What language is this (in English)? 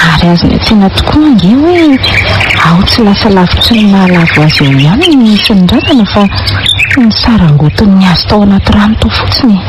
Malagasy